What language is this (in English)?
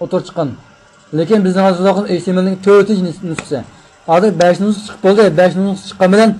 Uyghur